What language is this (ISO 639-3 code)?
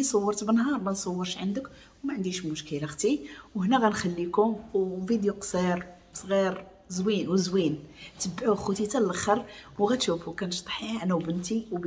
ary